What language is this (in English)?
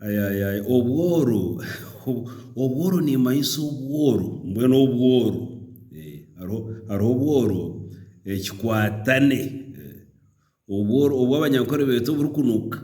Nyankole